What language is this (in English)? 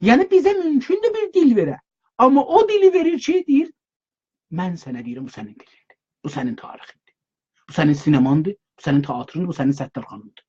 South Azerbaijani